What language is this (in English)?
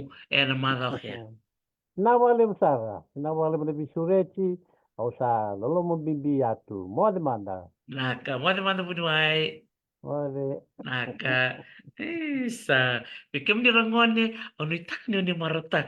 Fijian